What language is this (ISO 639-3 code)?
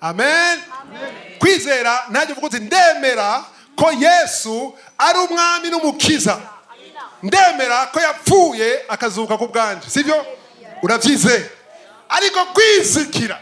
run